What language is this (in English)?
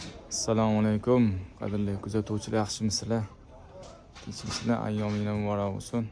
Uzbek